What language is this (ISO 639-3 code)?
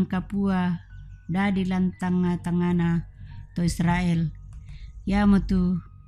sda